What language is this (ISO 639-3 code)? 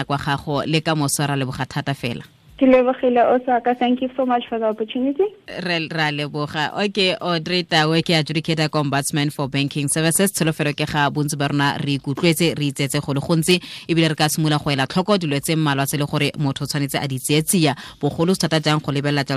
tsn